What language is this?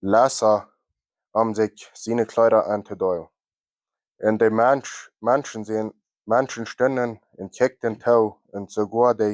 Plautdietsch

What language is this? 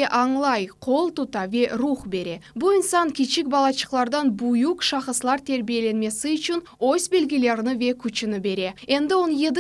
Crimean Tatar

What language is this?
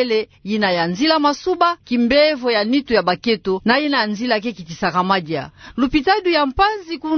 Kituba (Democratic Republic of Congo)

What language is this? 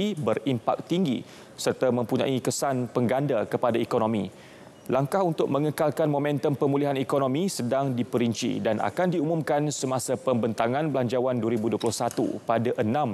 Malay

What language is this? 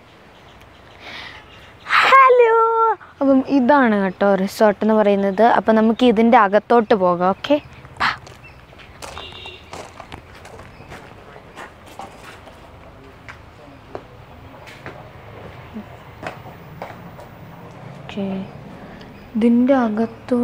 Malayalam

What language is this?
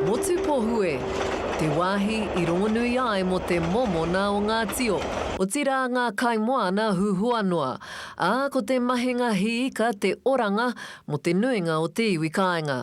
Māori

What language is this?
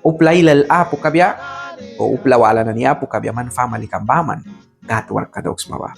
Mískito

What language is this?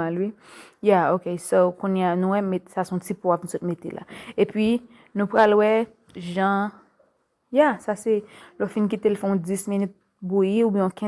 Haitian Creole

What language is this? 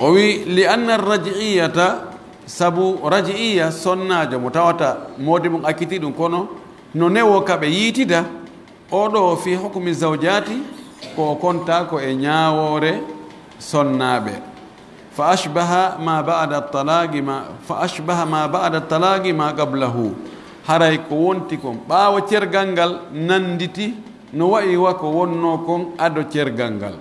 Pular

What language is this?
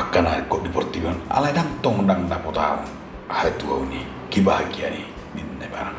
Batak Toba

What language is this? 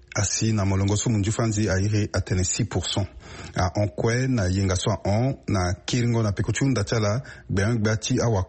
Sango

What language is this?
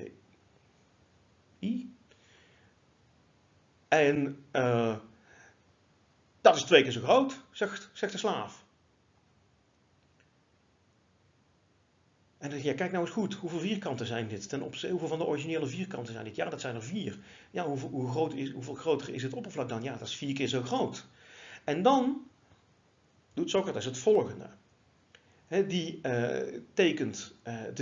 Dutch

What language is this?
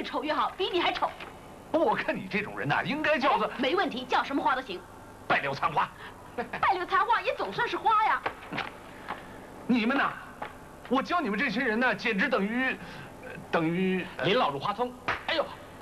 Chinese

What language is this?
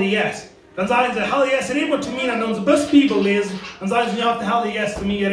Plautdietsch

